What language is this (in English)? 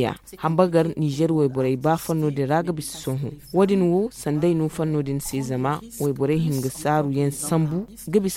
Zarma